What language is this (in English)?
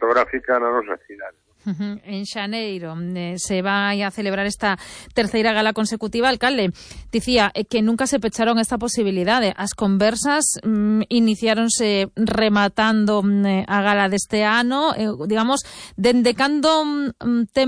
Galician